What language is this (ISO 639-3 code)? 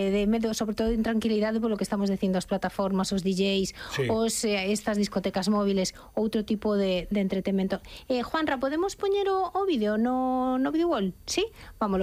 glg